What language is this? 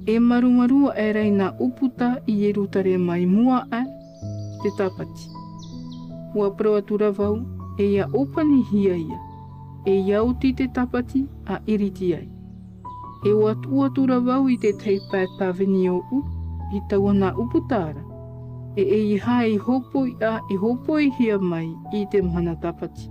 Tahitian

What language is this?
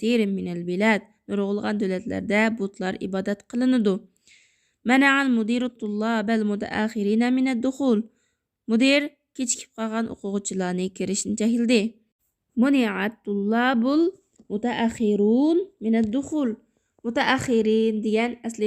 Uyghur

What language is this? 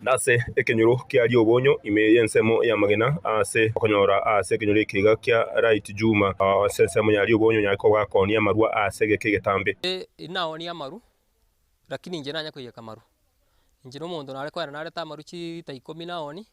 Gusii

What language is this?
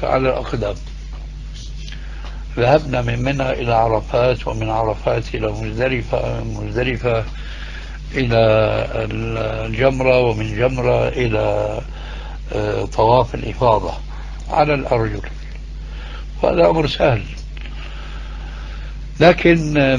Arabic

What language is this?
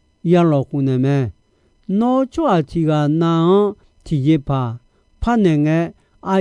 Akha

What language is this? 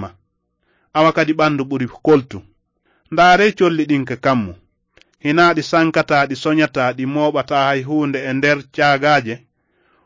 Fula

